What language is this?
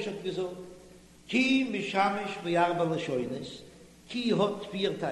Yiddish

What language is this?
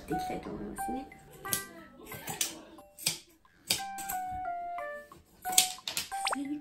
Japanese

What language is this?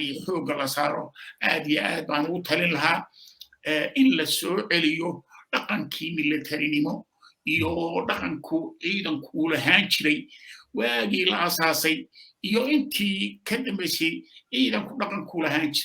Somali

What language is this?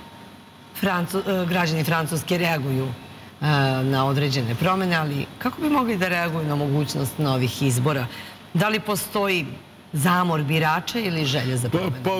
Serbian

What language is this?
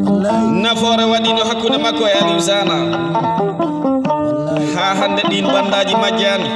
Fula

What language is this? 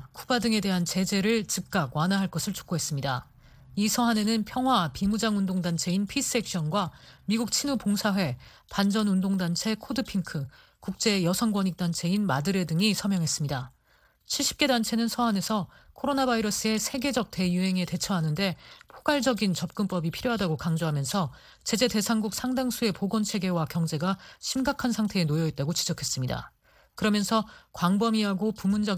Korean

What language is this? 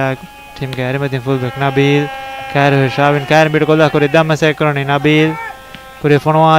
Divehi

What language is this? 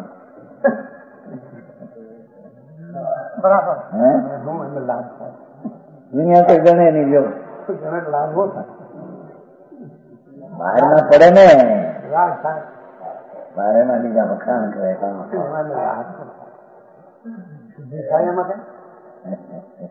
Gujarati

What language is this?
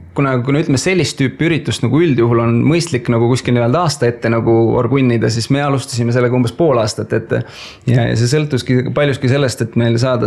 Estonian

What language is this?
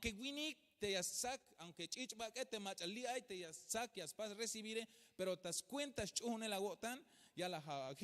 Tzeltal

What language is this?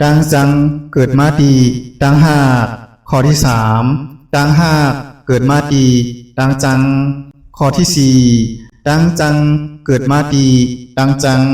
Shan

